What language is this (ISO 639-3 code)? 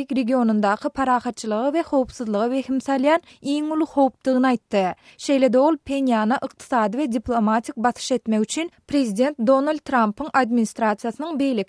tuk